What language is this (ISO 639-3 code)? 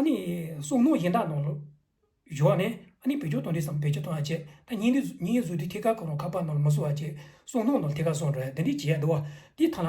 bod